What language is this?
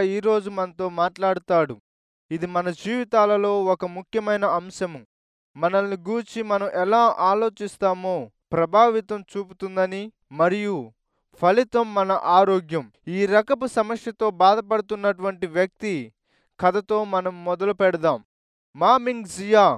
Telugu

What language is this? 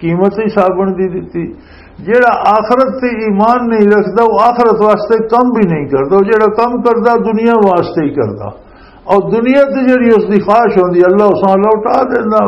Western Panjabi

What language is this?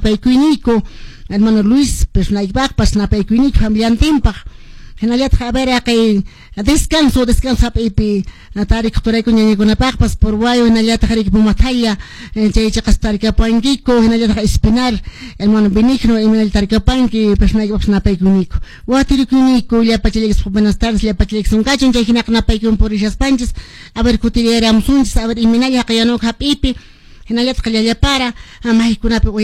Quechua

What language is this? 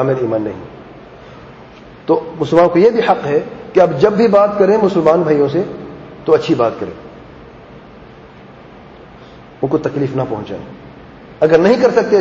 Urdu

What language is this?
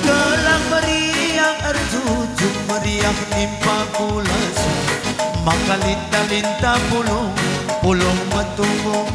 Batak Karo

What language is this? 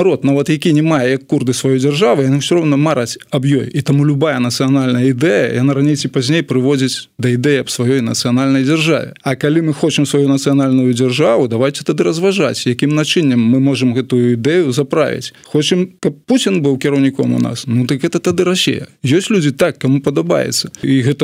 Belarusian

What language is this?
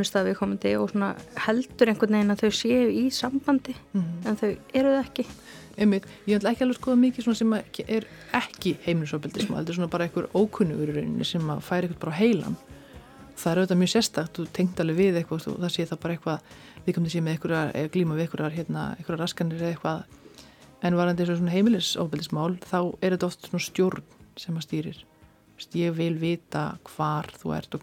Icelandic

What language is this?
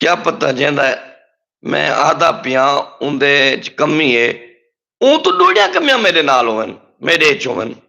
Saraiki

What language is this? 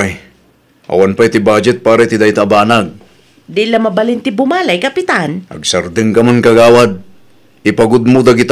Iloko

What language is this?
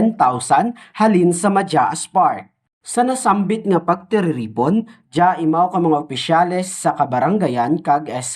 Kinaray-a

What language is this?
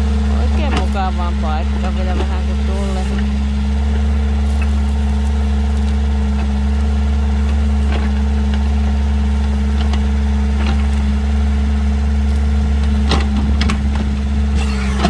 Finnish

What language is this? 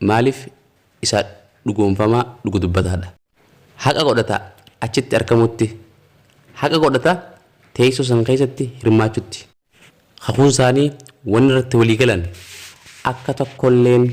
Oromo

